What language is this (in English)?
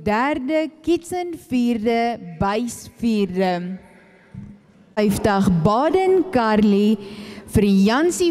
Afrikaans